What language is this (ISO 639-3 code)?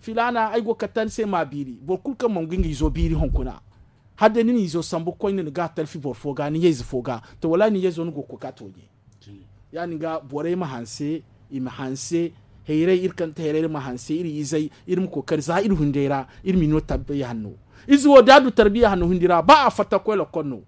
dje